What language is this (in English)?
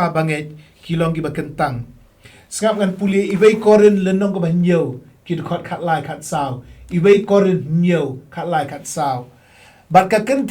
Khasi